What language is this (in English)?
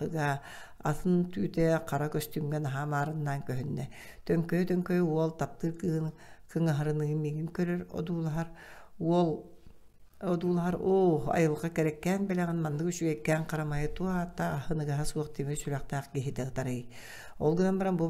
Yakut